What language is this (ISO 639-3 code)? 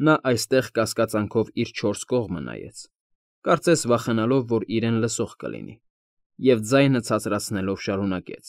hye